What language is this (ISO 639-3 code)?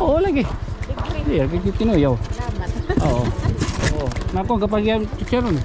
war